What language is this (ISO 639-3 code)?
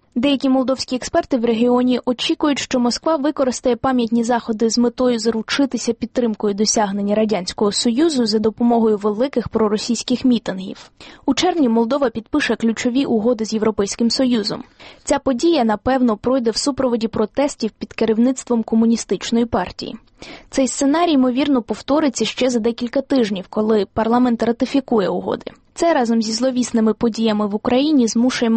ukr